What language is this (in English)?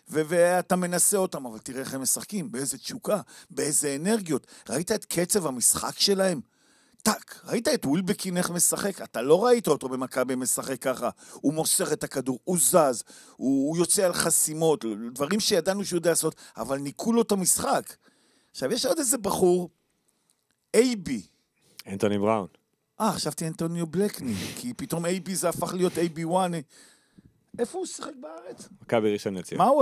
Hebrew